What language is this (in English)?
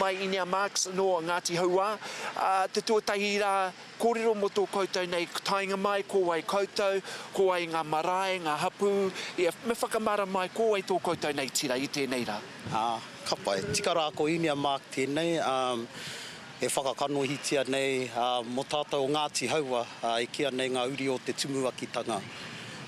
Māori